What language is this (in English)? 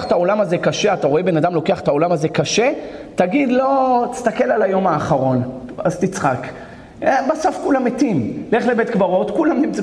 Hebrew